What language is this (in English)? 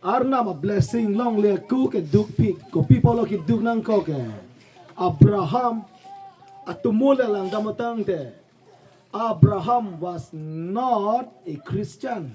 Karbi